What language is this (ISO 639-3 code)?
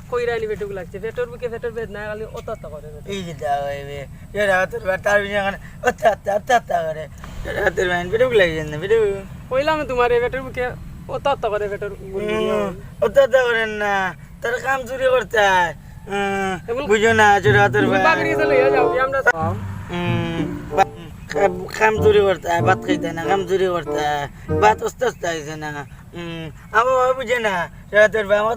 syl